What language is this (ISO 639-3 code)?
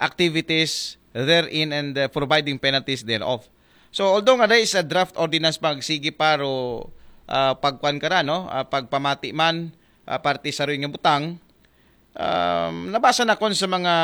akl